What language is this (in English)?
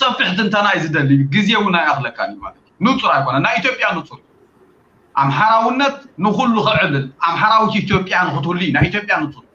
Tigrinya